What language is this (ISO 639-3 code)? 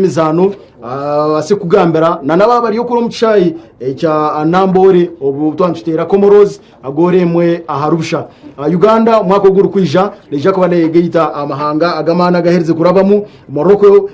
nyn